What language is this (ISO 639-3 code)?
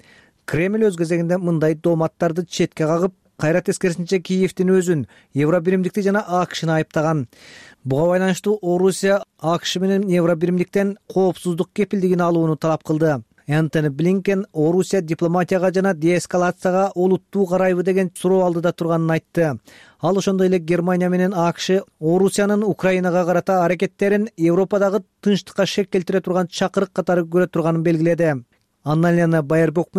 kir